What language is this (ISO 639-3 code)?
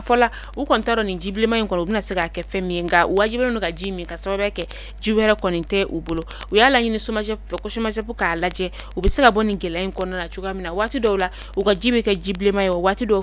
bam